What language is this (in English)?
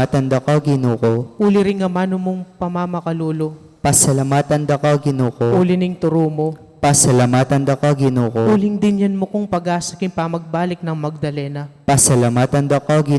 Pampanga